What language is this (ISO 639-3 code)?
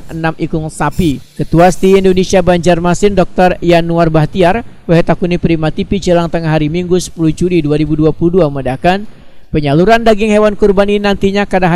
bjn